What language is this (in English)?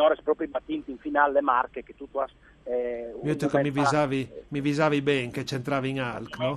Friulian